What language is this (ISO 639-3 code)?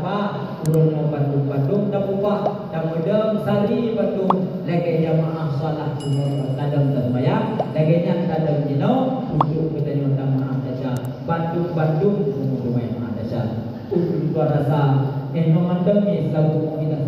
ace